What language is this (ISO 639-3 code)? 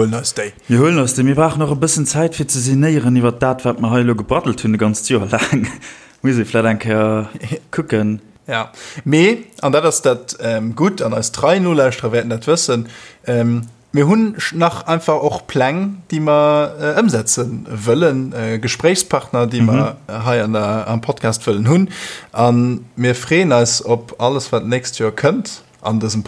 ltz